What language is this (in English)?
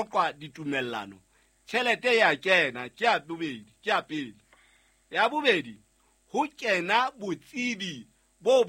Southern Sotho